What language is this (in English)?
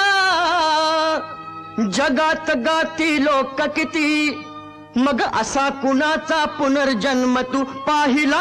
Marathi